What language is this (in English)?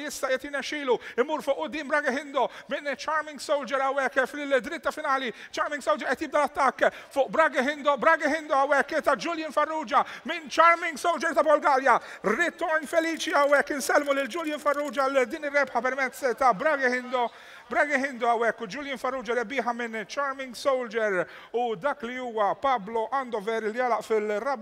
Maltese